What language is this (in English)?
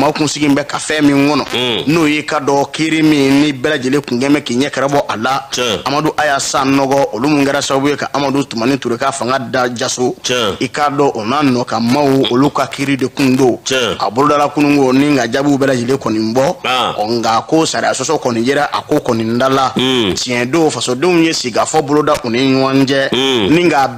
Bambara